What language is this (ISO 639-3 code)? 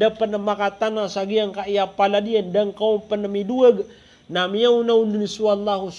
mrw